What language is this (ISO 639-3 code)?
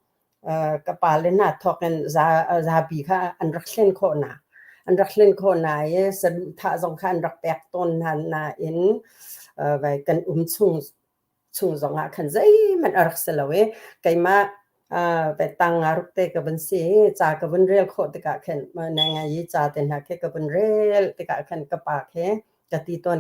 cnh